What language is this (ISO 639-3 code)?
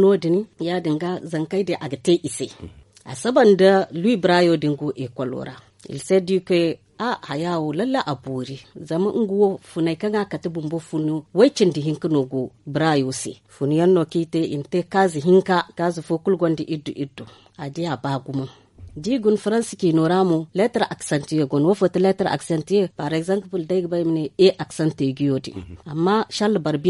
dje